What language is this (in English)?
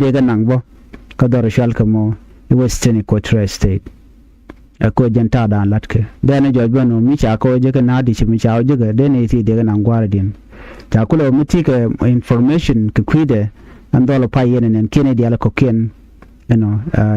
Nuer